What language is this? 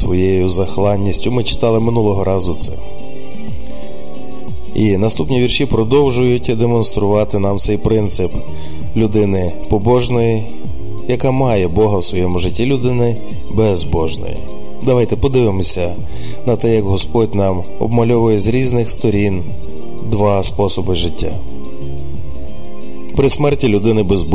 Ukrainian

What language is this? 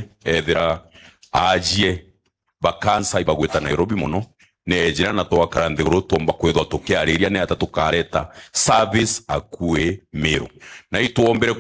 Meru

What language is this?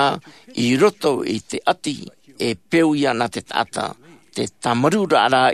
Tahitian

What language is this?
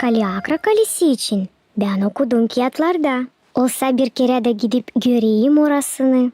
Gagauz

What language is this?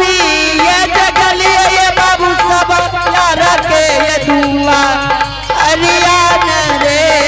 Angika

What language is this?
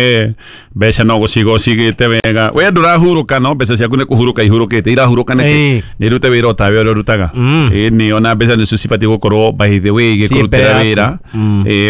Kikuyu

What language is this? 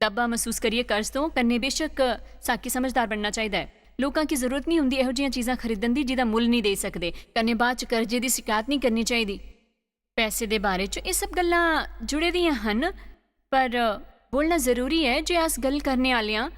Dogri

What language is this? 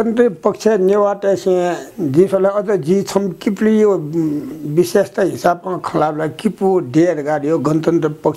Newari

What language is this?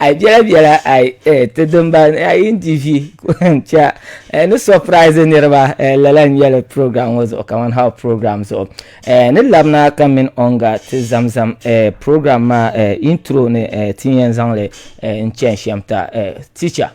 Dagbani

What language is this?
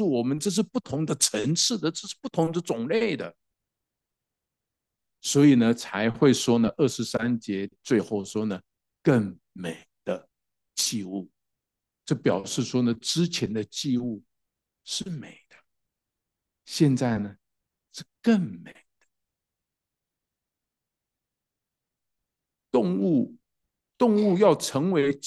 Chinese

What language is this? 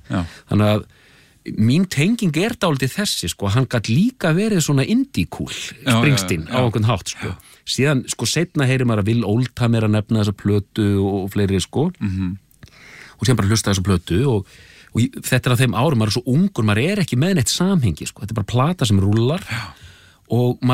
Icelandic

